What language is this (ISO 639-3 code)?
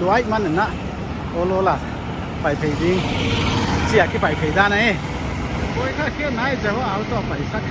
pck